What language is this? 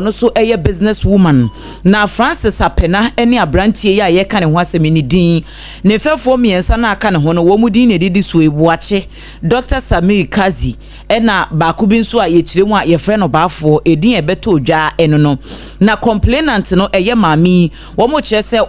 Akan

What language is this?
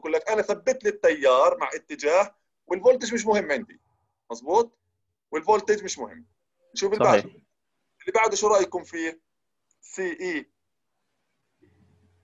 South Levantine Arabic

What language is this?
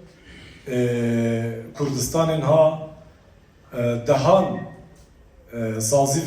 Kurdish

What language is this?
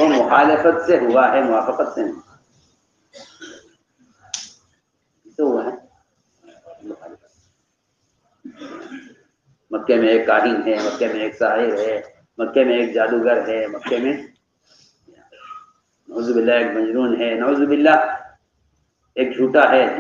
Urdu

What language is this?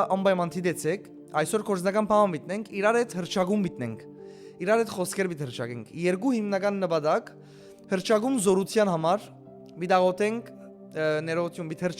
Western Armenian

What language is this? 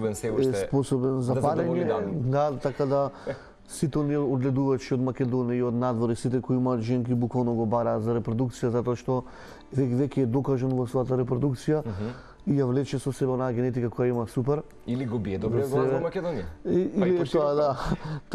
Macedonian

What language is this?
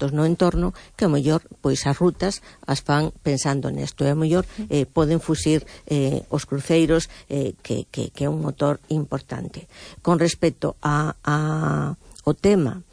Galician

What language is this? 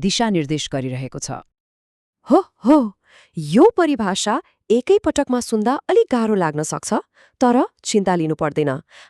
Nepali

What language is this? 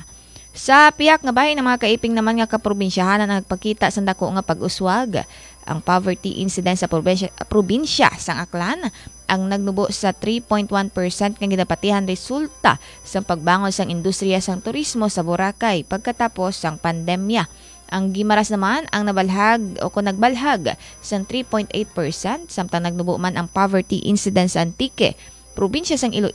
Hiligaynon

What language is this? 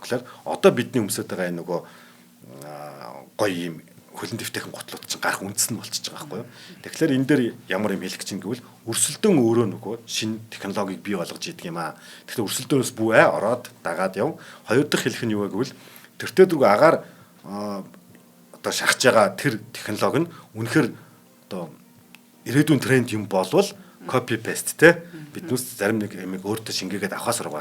Mongolian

